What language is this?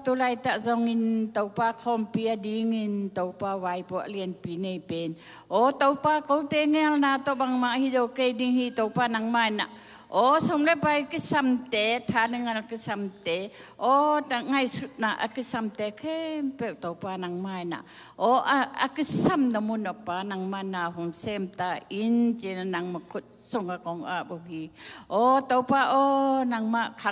Tedim Chin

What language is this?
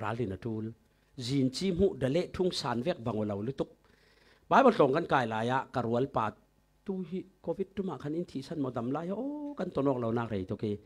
Falam Chin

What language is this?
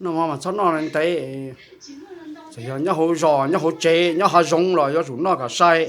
Hmong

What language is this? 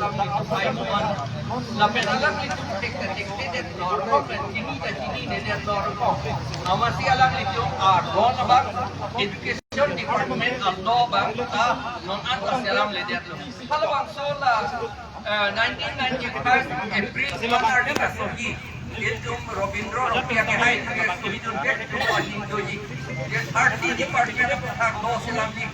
Karbi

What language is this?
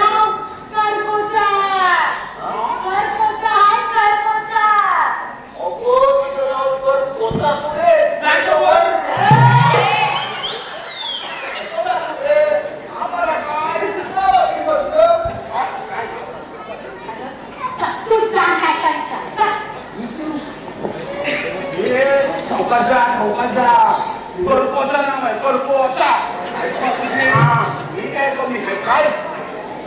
Marathi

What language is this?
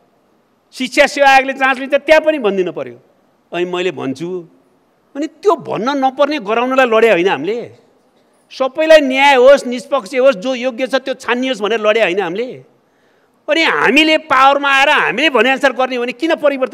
Nepali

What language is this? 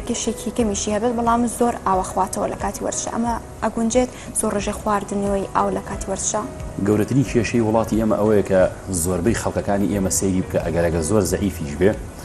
Central Kurdish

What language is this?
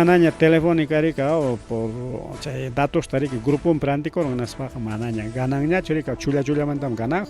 Ayacucho Quechua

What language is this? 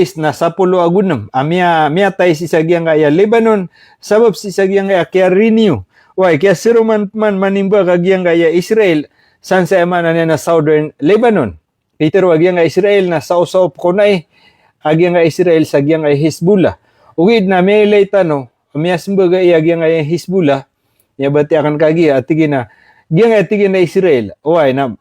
Maranao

